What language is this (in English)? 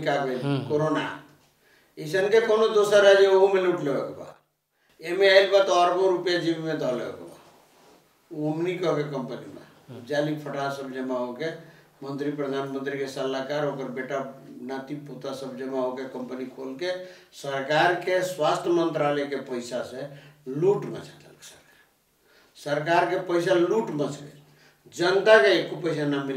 Bhojpuri